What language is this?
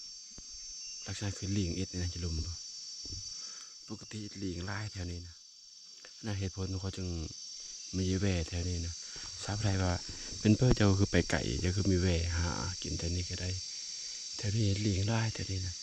Lao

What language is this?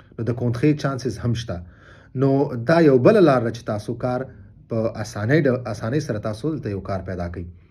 Pashto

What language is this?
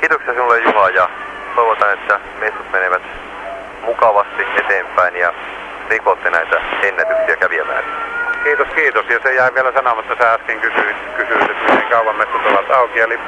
Finnish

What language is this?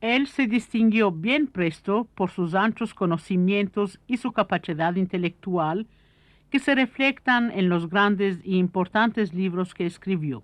Ladino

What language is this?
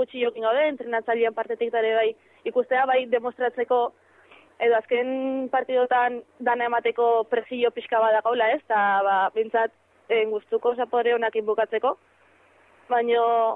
Basque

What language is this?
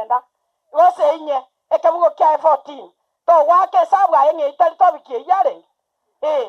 Gusii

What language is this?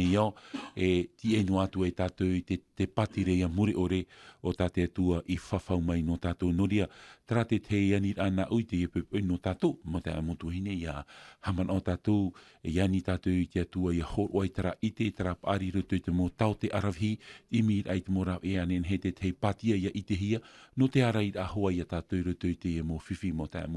Tahitian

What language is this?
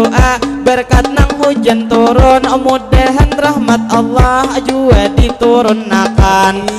Banjar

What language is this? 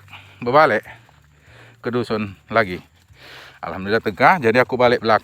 Musi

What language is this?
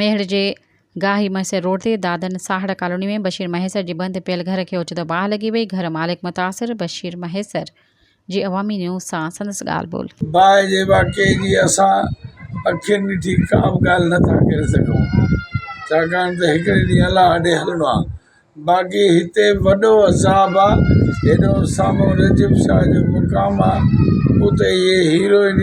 Sindhi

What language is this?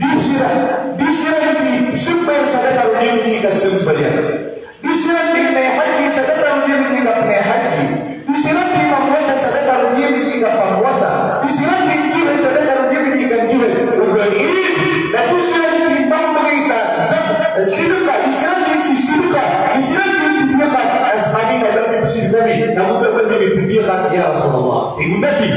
Maranao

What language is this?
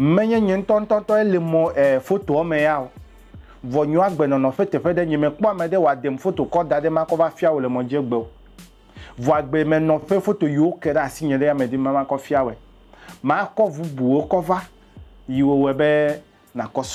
Ewe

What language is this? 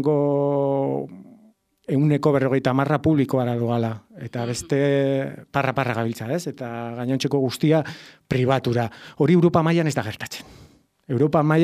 Basque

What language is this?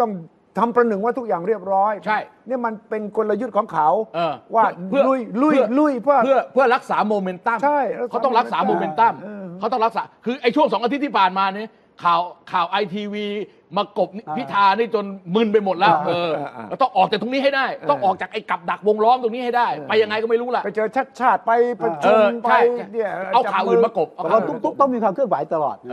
Thai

